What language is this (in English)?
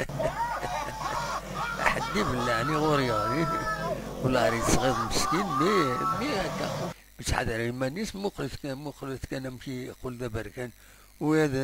Kabyle